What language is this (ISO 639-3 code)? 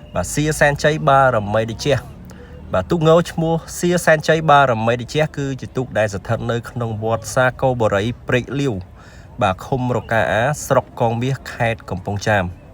khm